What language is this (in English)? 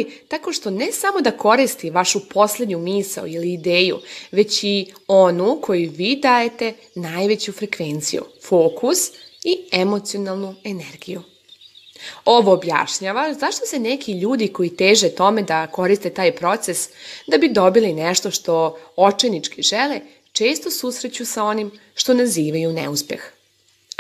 Serbian